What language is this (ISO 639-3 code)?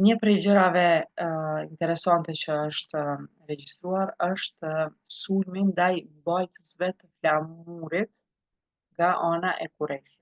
sqi